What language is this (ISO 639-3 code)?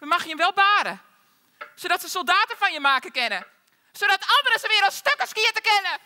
fry